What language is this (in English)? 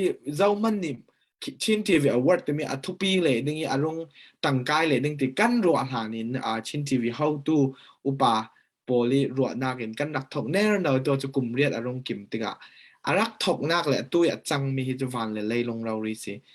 Falam Chin